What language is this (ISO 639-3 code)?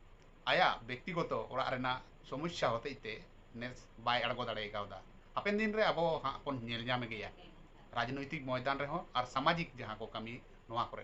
sat